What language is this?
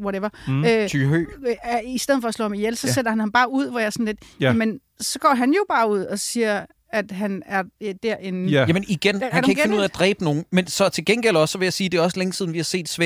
Danish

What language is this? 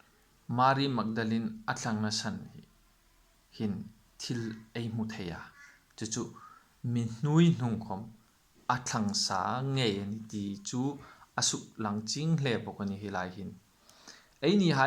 Hmar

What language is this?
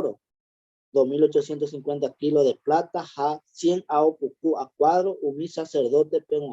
Guarani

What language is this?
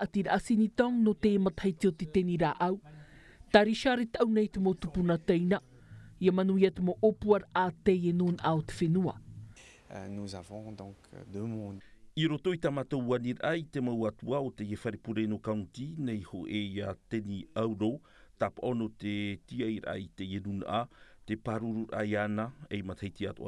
Tahitian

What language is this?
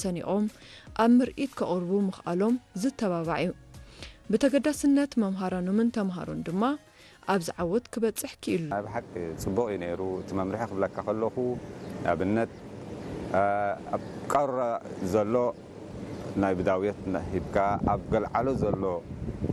Tigrinya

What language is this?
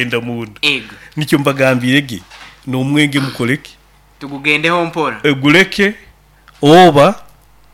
Nyoro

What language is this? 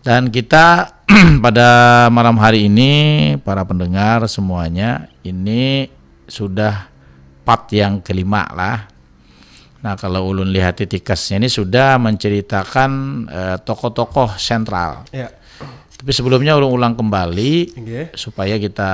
Banjar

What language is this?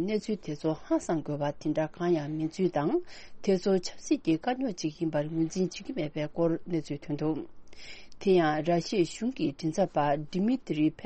Tibetan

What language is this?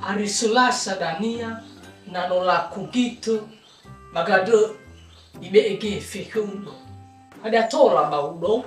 Nias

